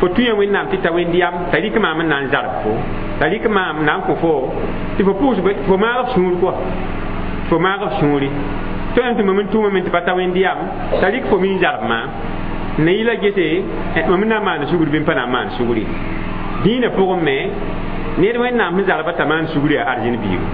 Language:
Mossi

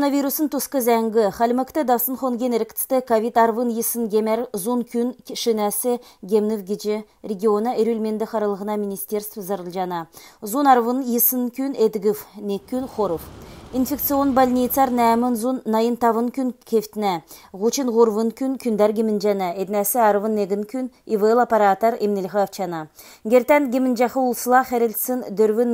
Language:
Kalmyk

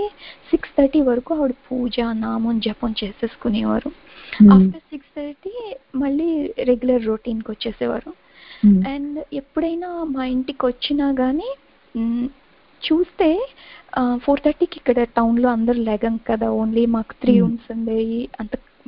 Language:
Telugu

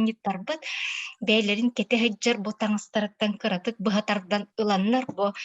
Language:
Yakut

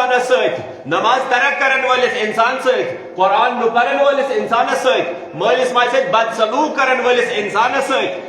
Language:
Kashmiri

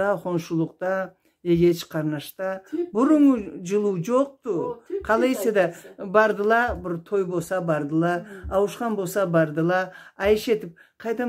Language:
Karachay-Balkar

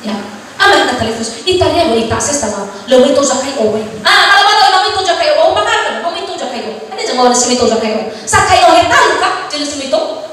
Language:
Nias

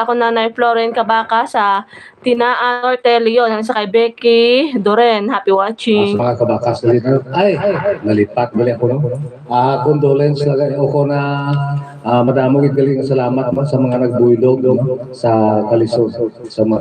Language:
Hiligaynon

